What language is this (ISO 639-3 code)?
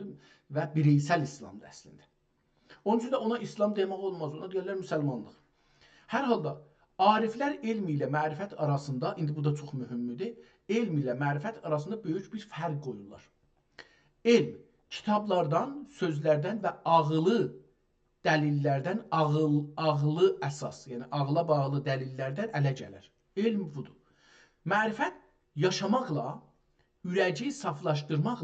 azb